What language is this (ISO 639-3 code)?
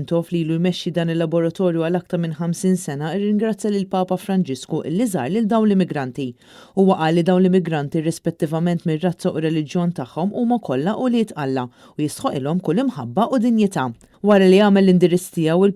mlt